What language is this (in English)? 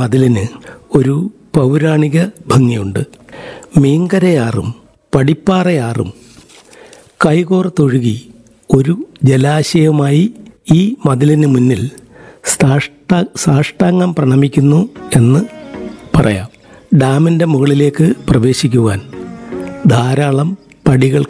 Malayalam